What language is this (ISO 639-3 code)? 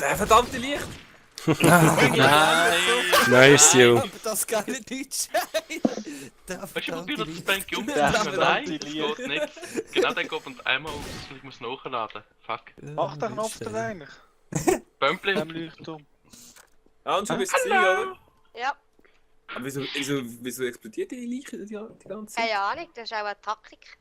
gsw